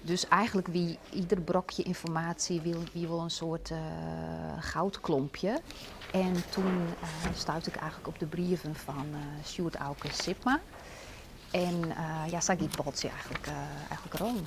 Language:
Western Frisian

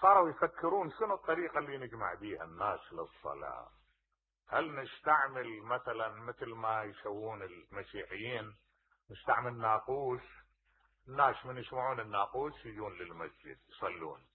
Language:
Mesopotamian Arabic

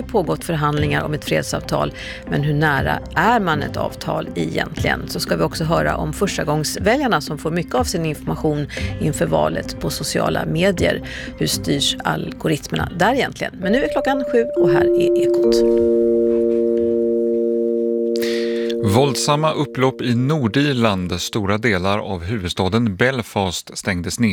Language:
Swedish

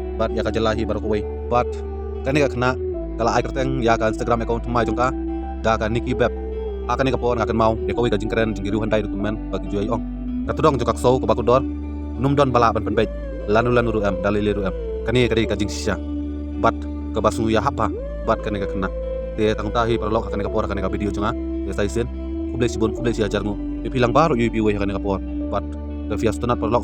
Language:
Khasi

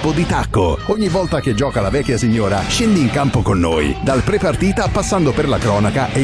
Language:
Italian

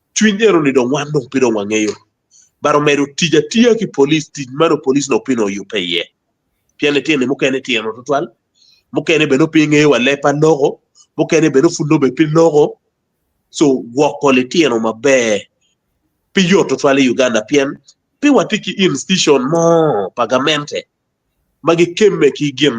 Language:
Acoli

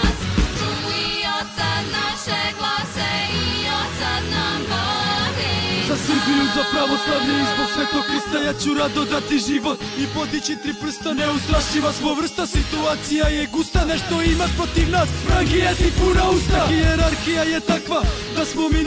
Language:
Serbian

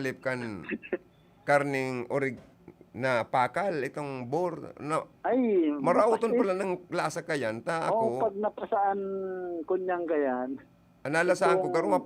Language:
Bikol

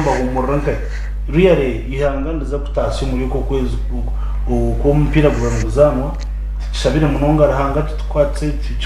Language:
Nyankole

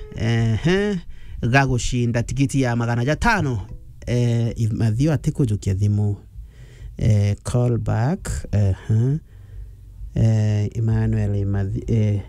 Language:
Meru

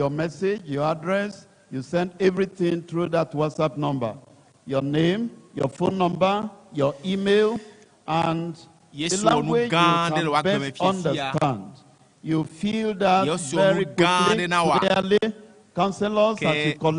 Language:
Ewe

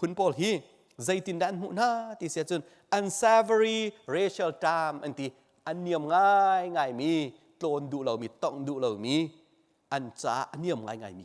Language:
Hakha Chin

